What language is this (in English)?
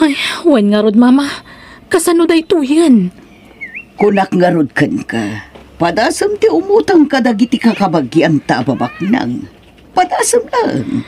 Iloko